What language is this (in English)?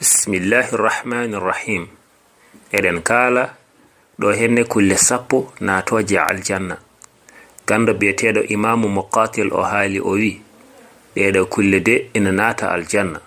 Fula